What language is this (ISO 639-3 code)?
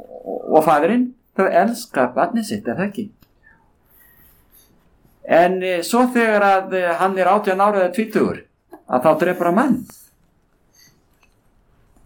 isl